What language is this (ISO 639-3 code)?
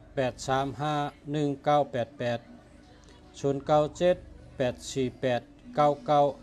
shn